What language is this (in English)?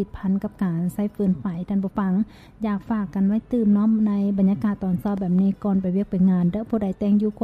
Lao